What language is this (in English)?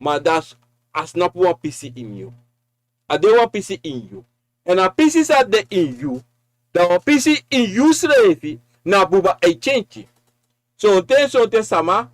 Sranan Tongo